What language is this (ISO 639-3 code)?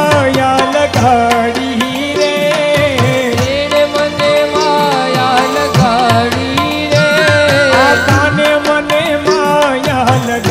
guj